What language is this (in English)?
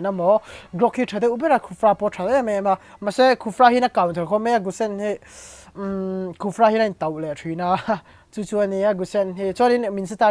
Mizo